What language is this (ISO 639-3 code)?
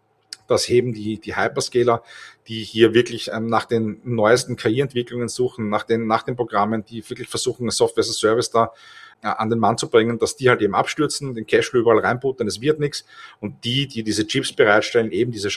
deu